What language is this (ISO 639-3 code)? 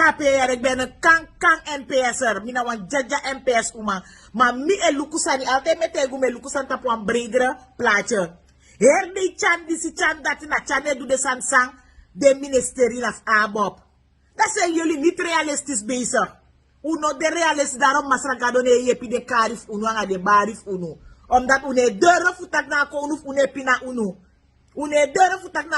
srn